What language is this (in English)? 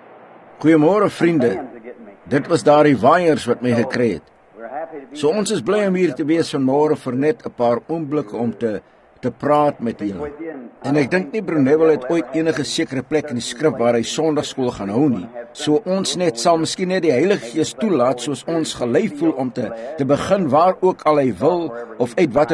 Afrikaans